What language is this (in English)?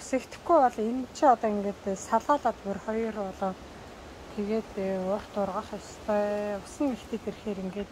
Mongolian